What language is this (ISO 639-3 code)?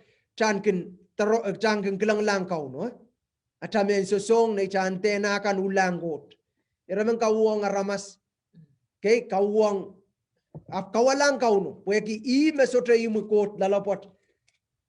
pon